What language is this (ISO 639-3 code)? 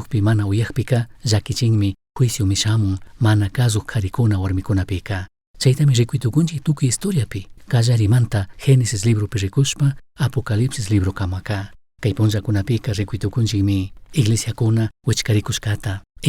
qug